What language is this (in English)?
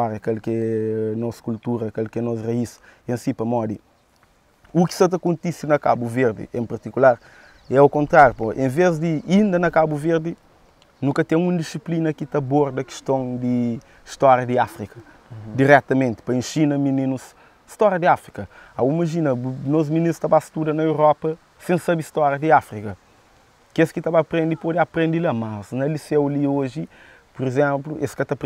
Kabuverdianu